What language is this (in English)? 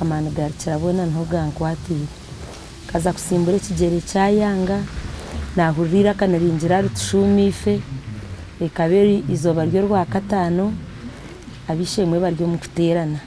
Nyankole